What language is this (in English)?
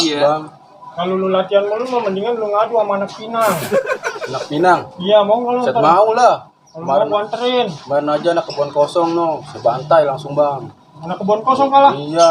Betawi